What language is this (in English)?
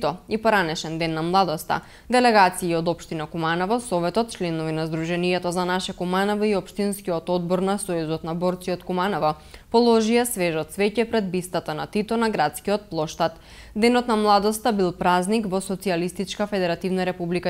Macedonian